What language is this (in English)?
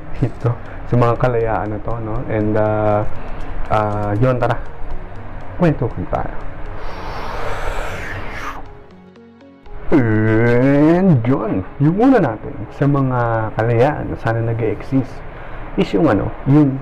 Filipino